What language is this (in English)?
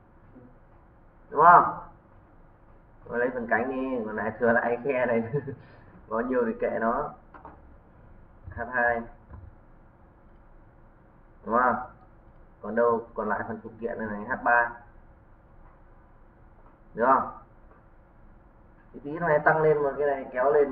Vietnamese